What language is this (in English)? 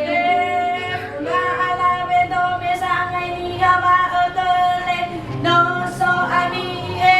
Nias